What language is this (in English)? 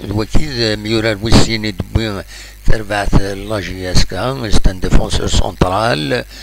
Kabyle